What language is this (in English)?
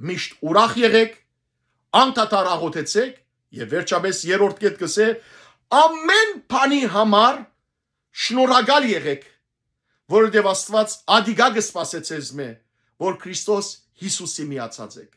Western Armenian